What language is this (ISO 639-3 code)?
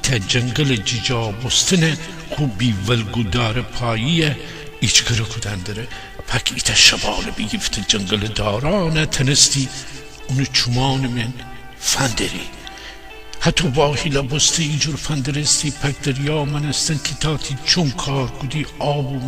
glk